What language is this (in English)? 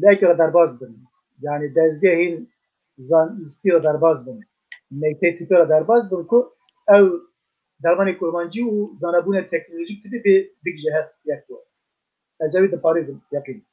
Kurdish